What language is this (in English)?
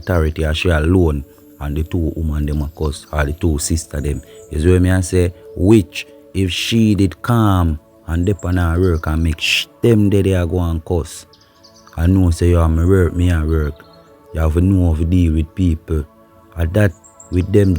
Jamaican Creole English